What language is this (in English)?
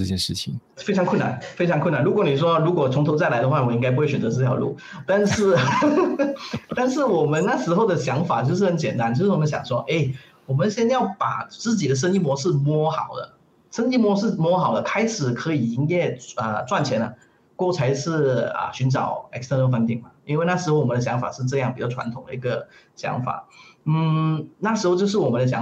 Chinese